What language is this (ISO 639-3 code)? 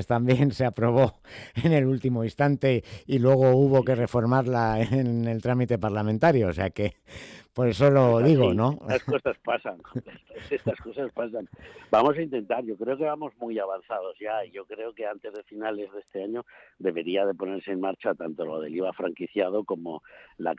spa